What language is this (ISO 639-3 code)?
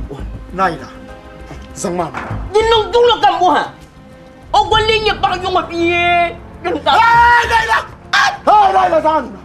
dag